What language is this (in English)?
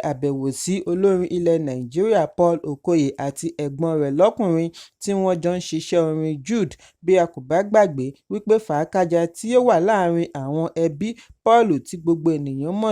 Yoruba